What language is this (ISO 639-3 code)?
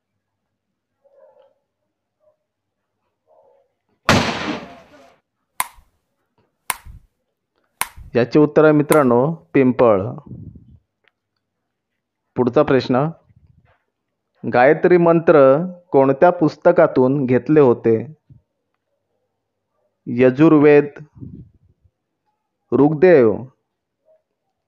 mar